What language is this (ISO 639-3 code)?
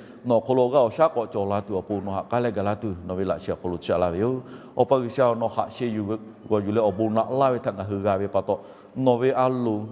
lhu